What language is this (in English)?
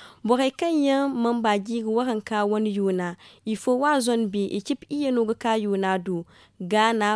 Zarma